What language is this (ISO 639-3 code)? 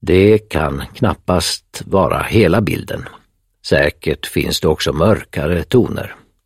swe